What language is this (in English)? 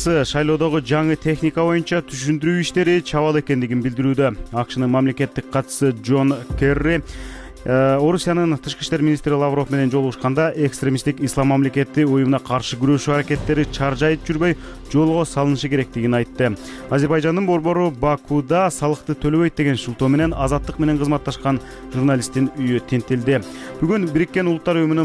Kyrgyz